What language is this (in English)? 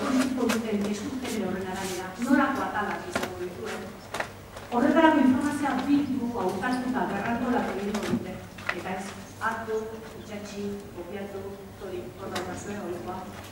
Basque